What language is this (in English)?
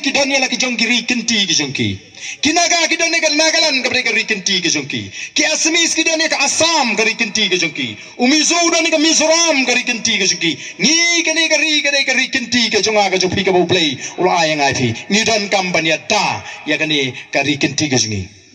Khasi